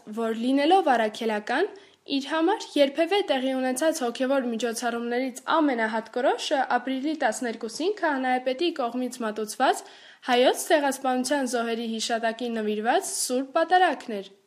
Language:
Armenian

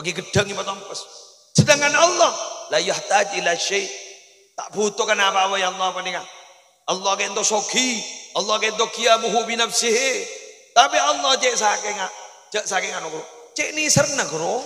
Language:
Madurese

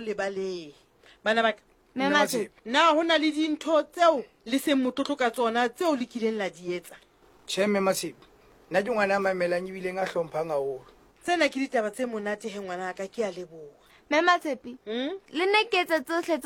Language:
Southern Sotho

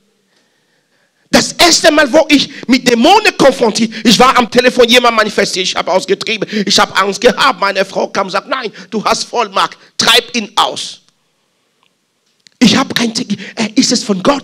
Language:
German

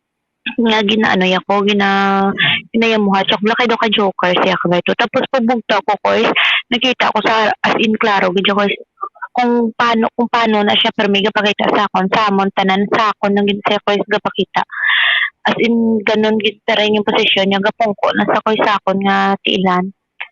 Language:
Hiligaynon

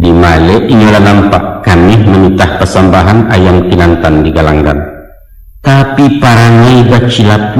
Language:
Minangkabau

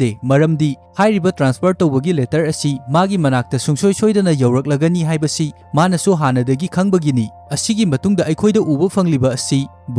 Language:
Manipuri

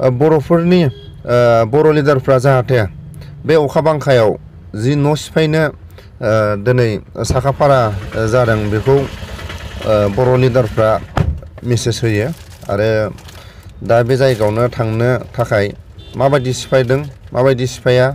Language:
Bodo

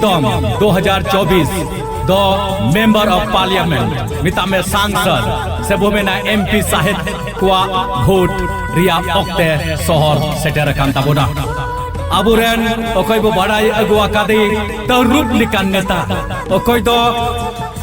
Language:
Santali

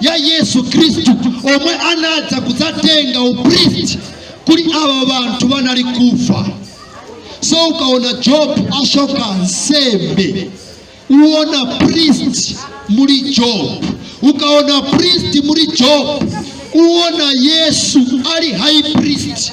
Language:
Nyanja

